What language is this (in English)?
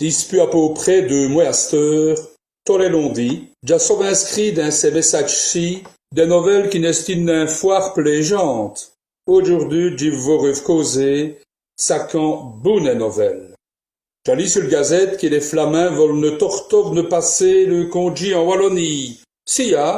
Walloon